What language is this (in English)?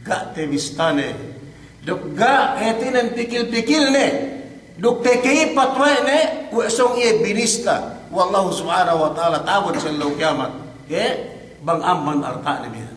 Yakan